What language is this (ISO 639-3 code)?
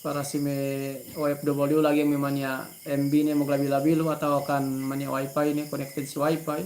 yka